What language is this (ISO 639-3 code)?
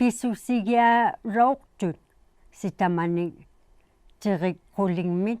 iku